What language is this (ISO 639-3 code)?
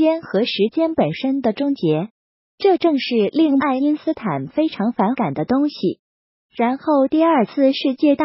zho